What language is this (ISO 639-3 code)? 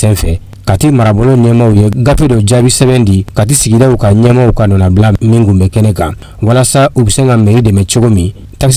bam